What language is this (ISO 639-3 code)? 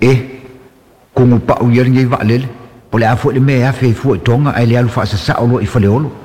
smo